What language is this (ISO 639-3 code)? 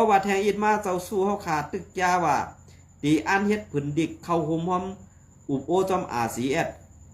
shn